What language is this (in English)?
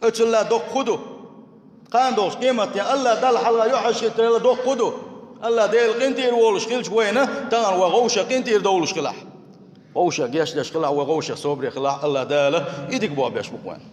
Chechen